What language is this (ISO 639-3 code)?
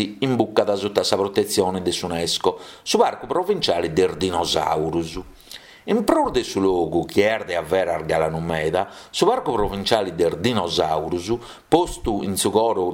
srd